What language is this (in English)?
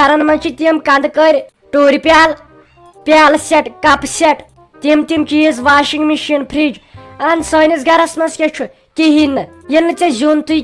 Kashmiri